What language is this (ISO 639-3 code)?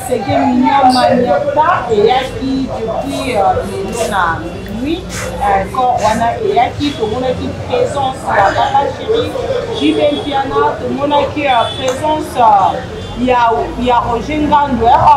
lin